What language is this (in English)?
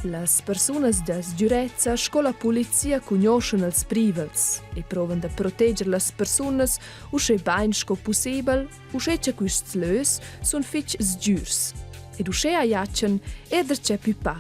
Romansh